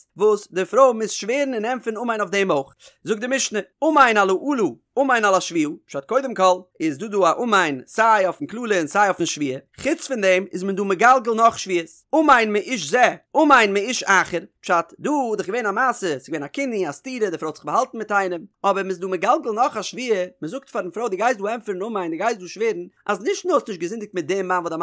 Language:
Yiddish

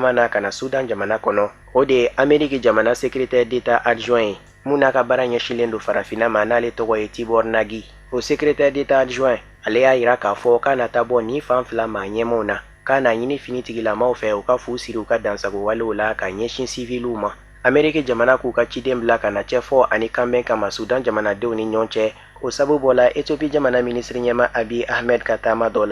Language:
Bambara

